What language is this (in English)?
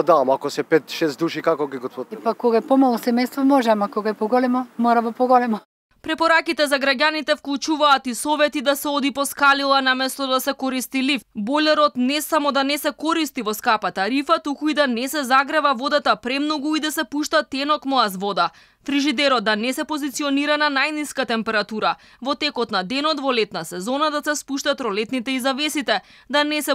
Macedonian